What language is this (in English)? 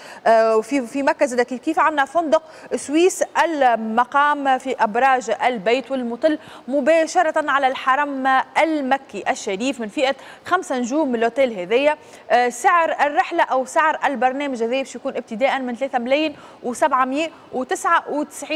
Tunisian Arabic